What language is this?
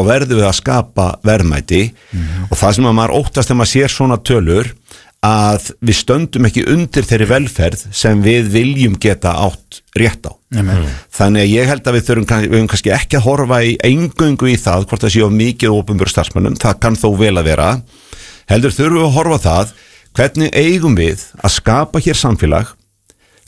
Icelandic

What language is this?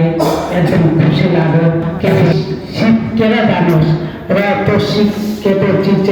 Nepali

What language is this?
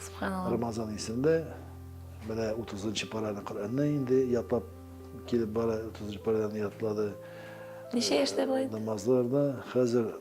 Tatar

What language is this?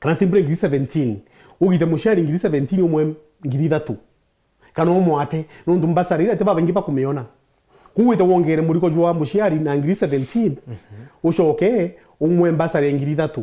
Meru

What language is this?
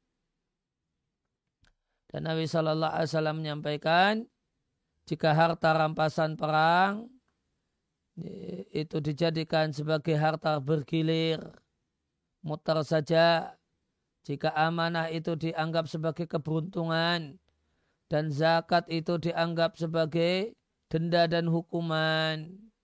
Indonesian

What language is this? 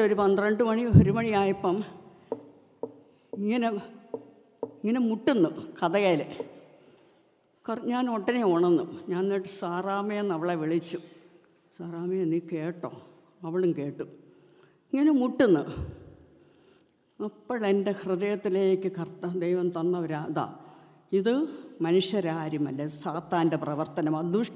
Malayalam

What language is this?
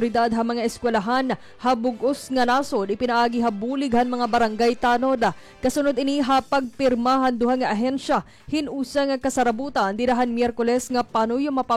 Waray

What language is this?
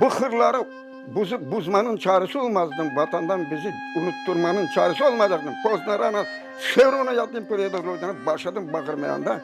Crimean Tatar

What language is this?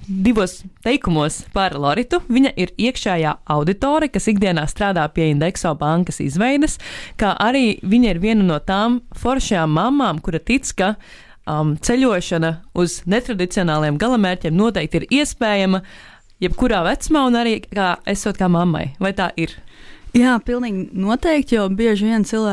Latvian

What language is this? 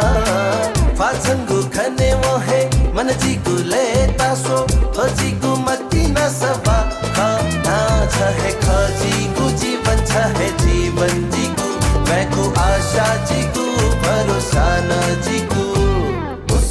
Newari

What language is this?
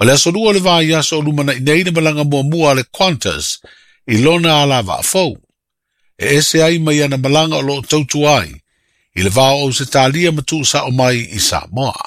Samoan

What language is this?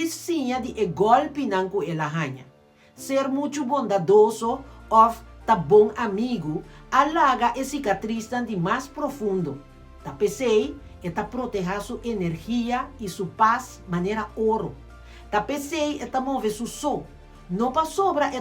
Papiamento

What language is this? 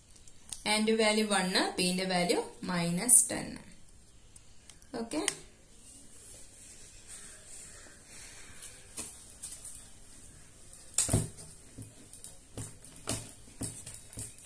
Malayalam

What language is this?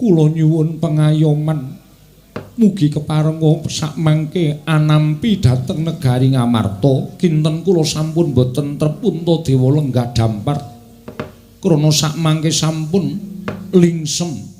Javanese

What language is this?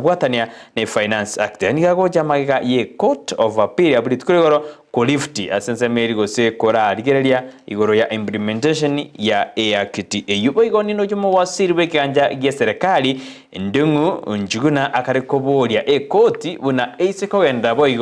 Gusii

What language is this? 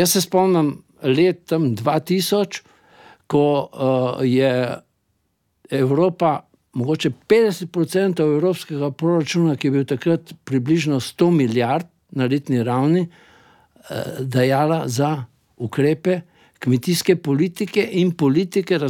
Slovenian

